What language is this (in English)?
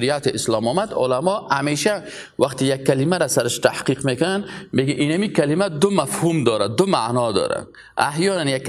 Persian